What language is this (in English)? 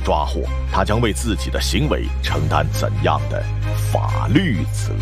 Chinese